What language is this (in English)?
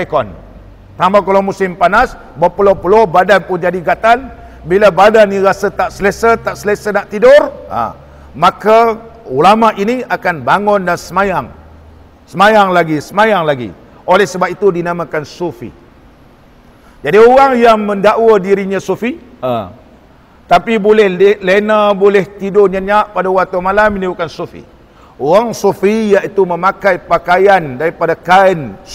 Malay